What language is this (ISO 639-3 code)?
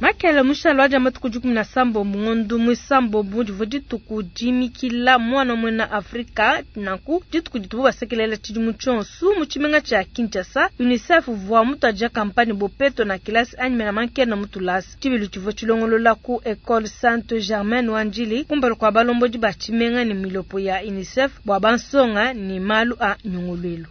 lua